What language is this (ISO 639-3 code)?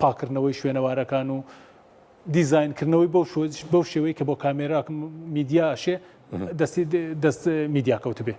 ckb